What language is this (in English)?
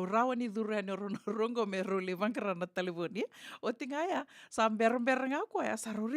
Fijian